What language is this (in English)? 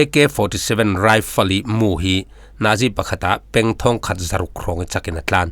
Falam Chin